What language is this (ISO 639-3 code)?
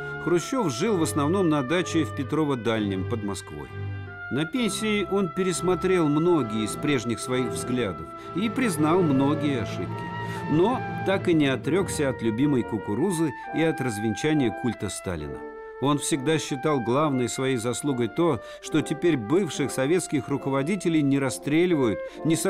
rus